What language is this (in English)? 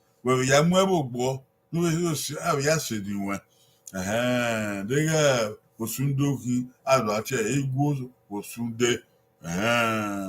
Bini